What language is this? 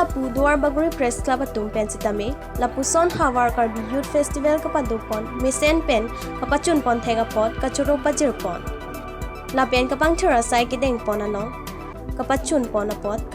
Karbi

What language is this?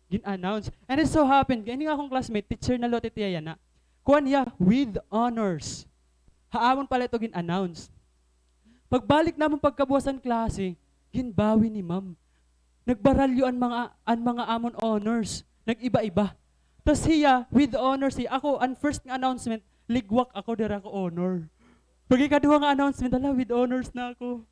Waray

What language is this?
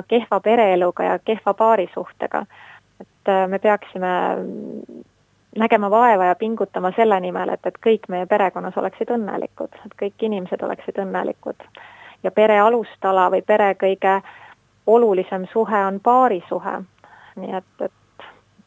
Estonian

